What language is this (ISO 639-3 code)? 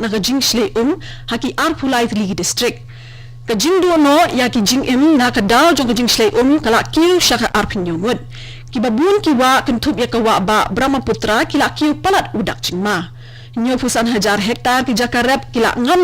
kha